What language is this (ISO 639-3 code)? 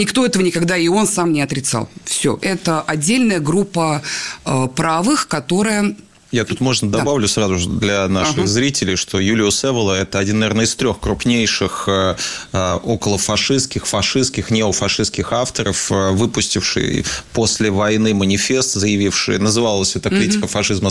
rus